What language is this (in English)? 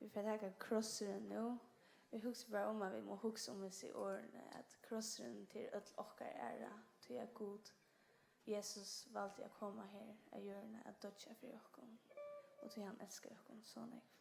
Faroese